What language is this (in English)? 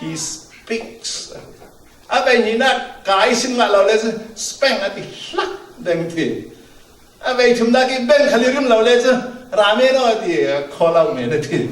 Falam Chin